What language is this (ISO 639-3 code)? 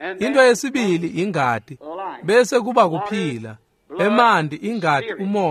ssw